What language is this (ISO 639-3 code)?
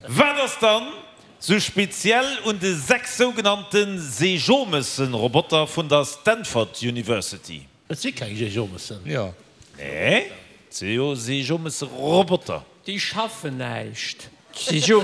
ltz